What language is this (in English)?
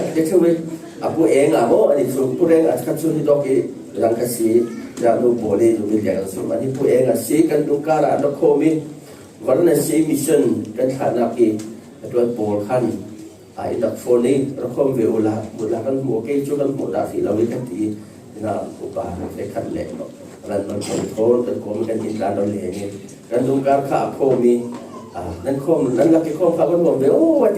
Falam Chin